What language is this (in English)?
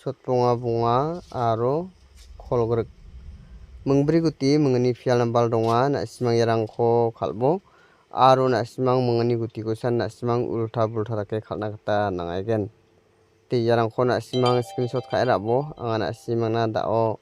Garo